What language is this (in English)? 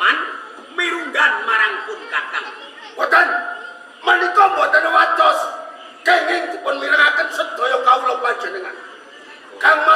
Javanese